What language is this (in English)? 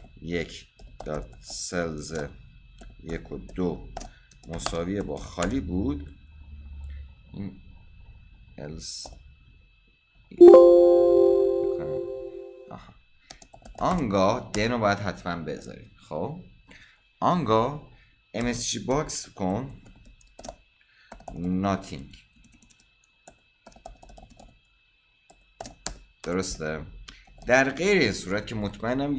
Persian